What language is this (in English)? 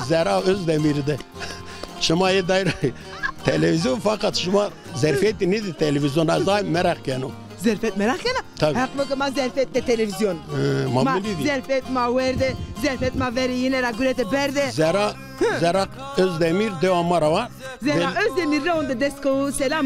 Zaza